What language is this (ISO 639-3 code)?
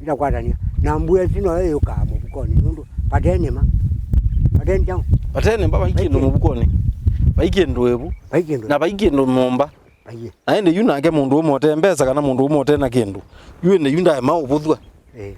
kam